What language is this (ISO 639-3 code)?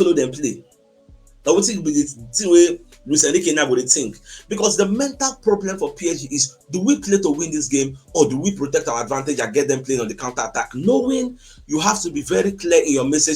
pcm